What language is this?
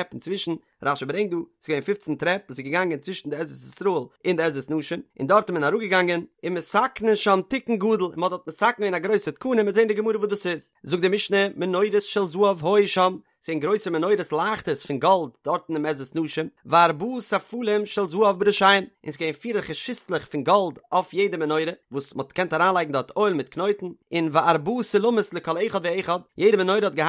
Yiddish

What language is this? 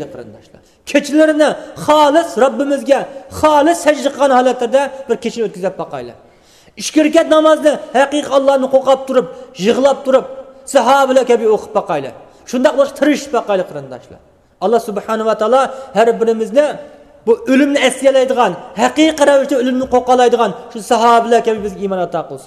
Uyghur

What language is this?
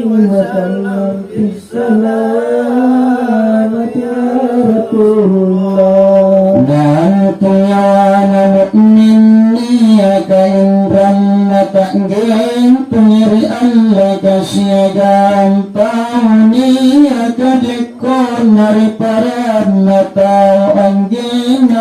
Makasar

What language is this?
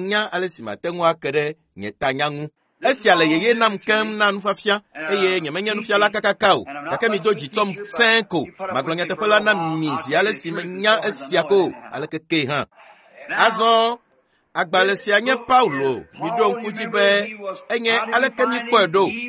Ewe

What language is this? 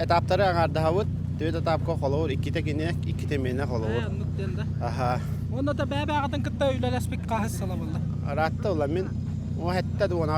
Yakut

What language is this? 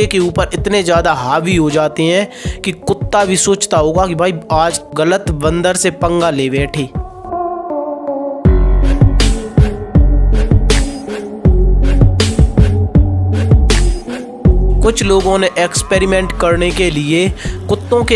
Hindi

